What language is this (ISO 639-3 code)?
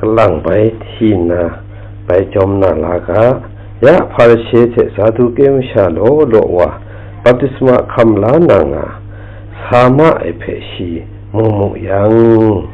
kac